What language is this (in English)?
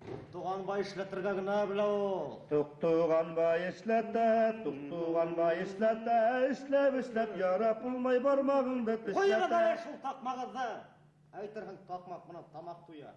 Bashkir